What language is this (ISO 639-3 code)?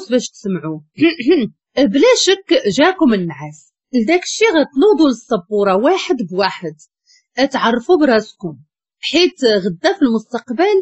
ary